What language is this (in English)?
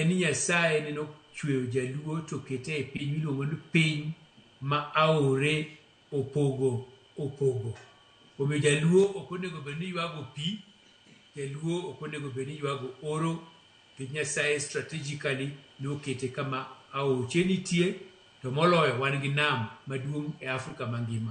Luo (Kenya and Tanzania)